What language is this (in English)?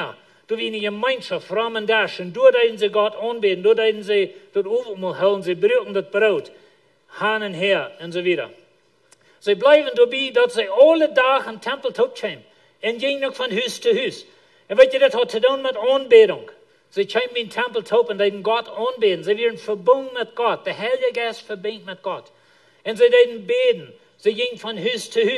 Plautdietsch